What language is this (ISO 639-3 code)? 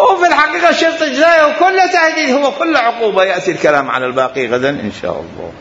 acm